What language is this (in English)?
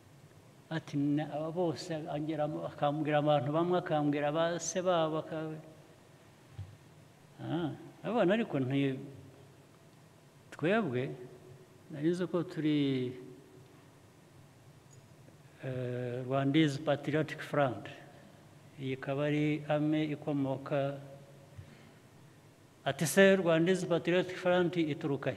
Kinyarwanda